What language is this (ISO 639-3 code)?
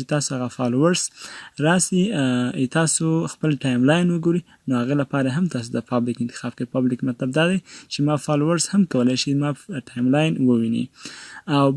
pus